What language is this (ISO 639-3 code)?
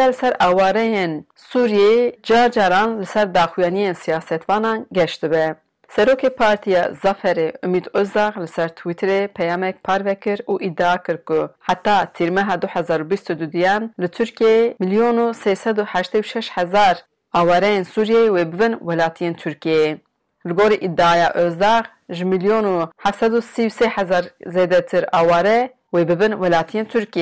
kur